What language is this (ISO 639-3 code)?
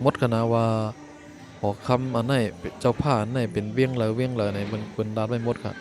shn